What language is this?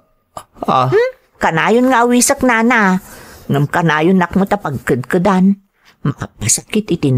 Iloko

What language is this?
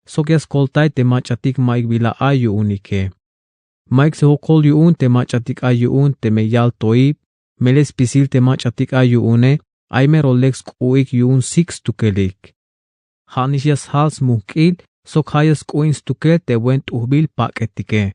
Tzeltal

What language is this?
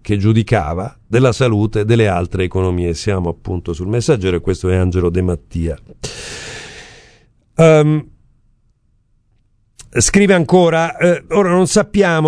Italian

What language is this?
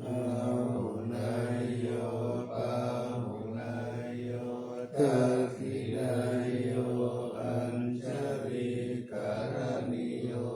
Pali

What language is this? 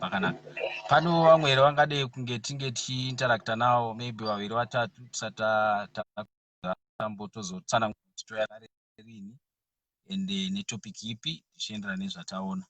Shona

